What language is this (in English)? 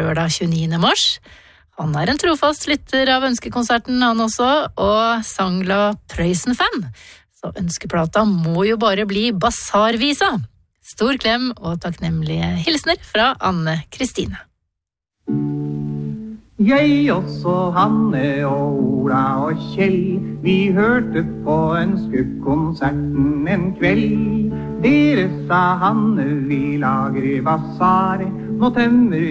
Norwegian